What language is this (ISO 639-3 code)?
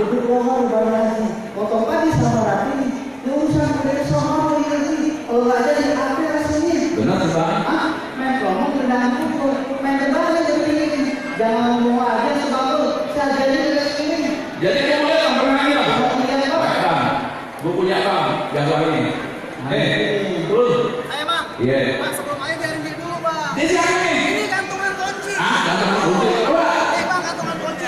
bew